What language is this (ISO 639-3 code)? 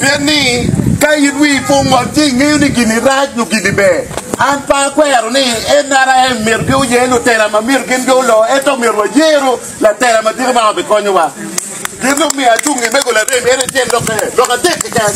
ach